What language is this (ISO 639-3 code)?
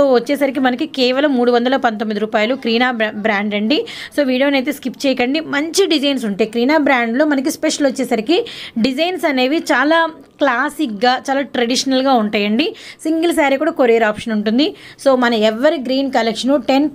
tel